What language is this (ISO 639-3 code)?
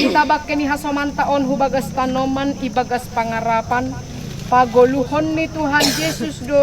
bts